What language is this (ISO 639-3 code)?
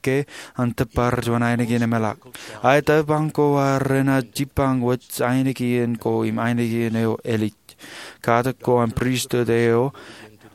mah